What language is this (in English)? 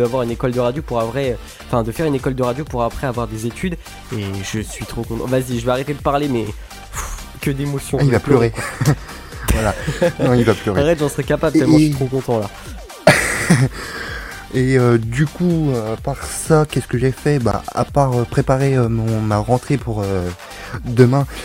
French